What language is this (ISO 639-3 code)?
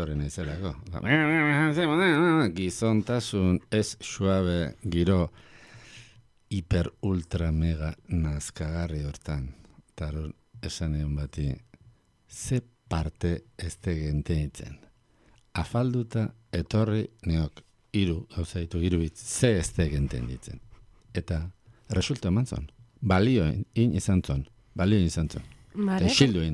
eus